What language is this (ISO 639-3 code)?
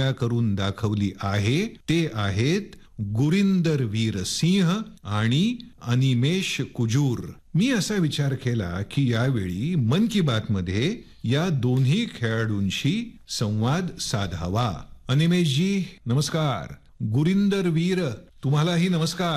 mar